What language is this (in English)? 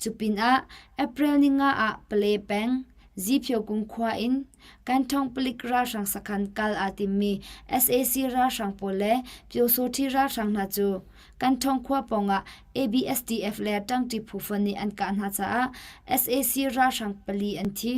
Hakha Chin